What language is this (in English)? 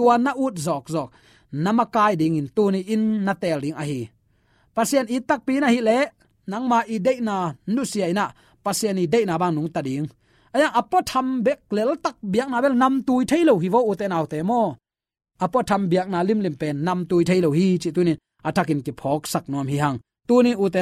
Tedim Chin